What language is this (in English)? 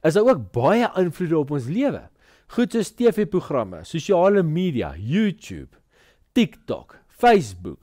Afrikaans